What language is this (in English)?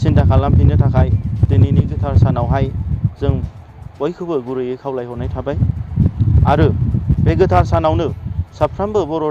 Bodo